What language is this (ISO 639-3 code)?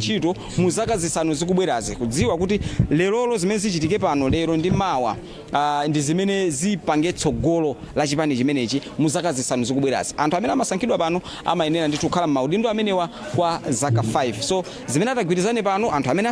nya